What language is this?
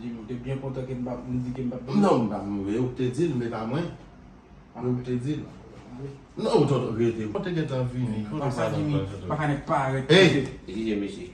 Haitian Creole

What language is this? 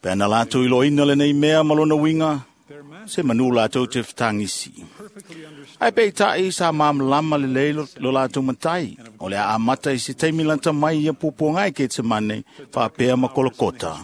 Samoan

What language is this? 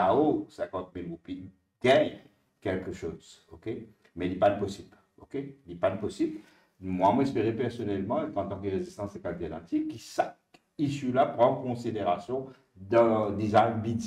Morisyen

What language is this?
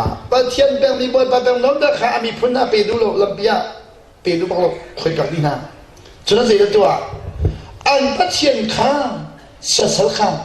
Hakha Chin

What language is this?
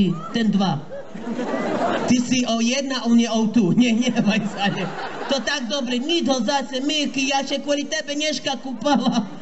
Slovak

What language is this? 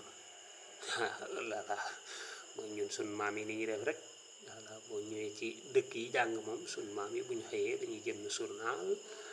Wolof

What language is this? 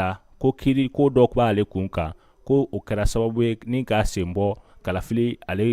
Bambara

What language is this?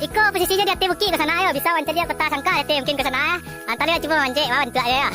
Minangkabau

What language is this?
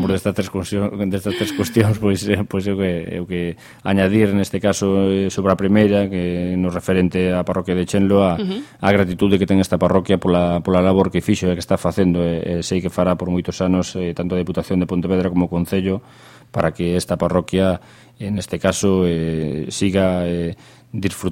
Galician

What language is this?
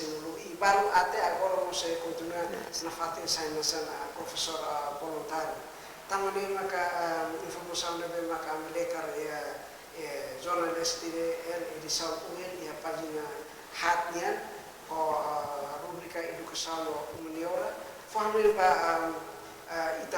Tetum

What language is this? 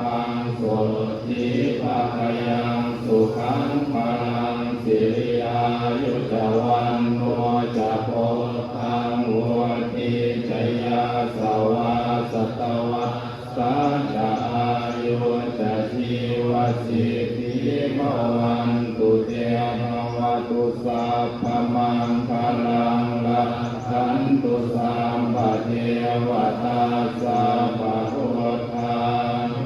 Pali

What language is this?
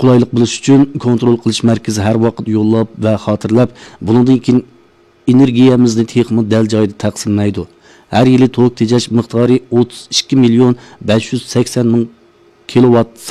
Uyghur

